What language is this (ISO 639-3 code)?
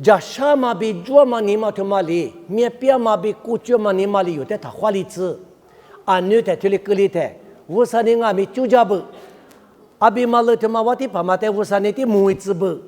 lis